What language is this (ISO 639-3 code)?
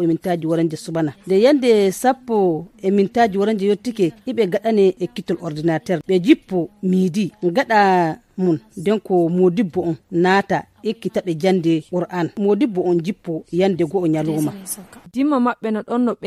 fuv